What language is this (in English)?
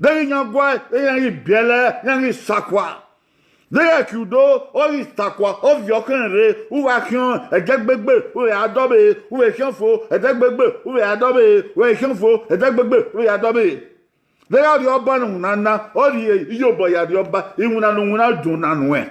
Bini